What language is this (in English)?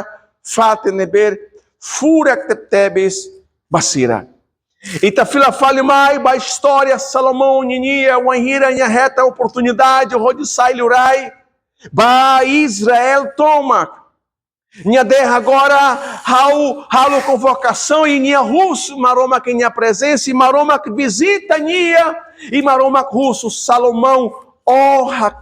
Tetum